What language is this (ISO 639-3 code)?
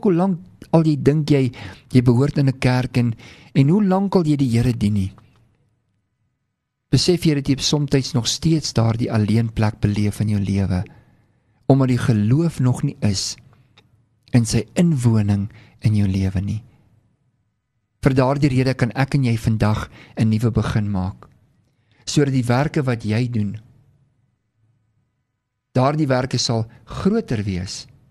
afr